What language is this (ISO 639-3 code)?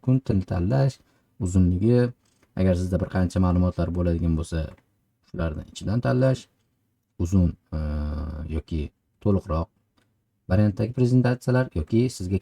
uzb